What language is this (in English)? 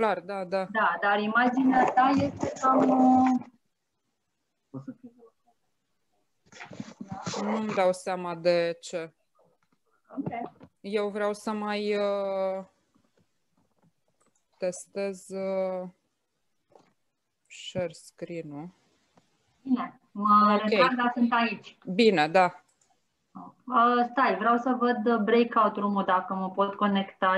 Romanian